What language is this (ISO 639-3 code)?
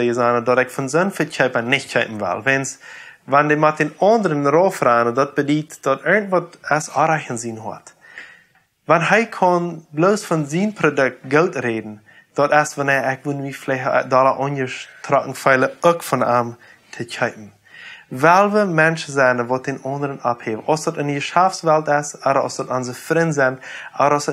pdt